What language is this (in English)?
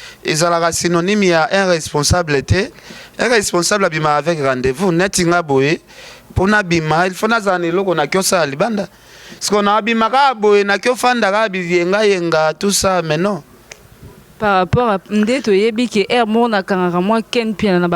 Lingala